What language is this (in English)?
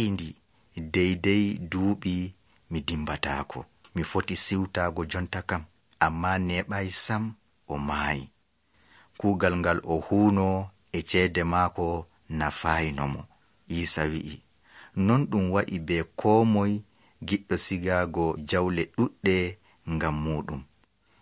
Nigerian Fulfulde